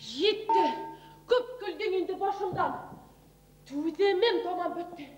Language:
Bashkir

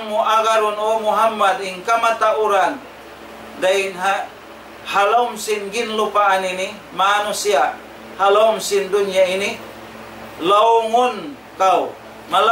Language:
Tausug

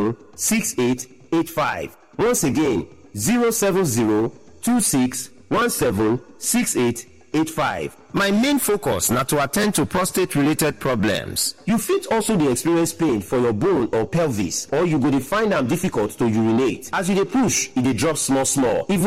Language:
Nigerian Pidgin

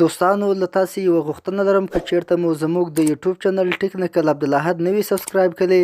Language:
Pashto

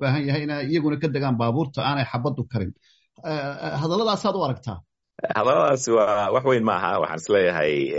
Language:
Somali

